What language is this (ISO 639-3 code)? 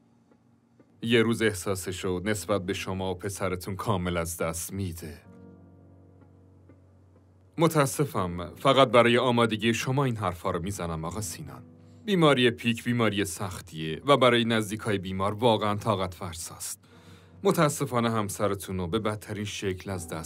fas